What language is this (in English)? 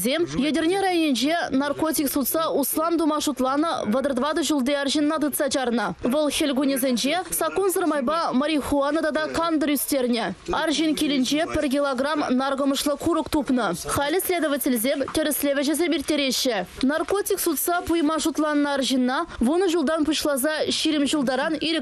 Chuvash